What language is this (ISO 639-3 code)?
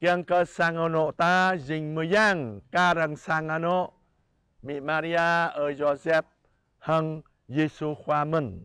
jra